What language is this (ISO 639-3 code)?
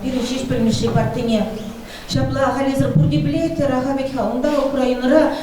chv